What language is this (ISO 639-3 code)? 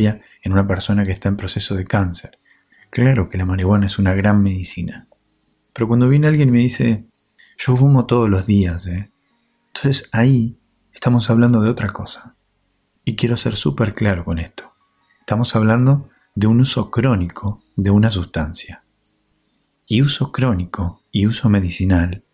spa